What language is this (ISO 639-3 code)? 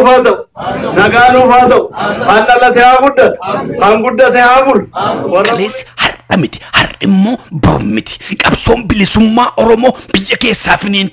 orm